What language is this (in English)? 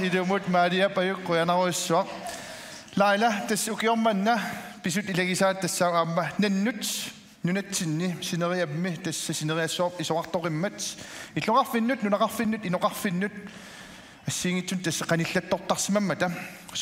Kalaallisut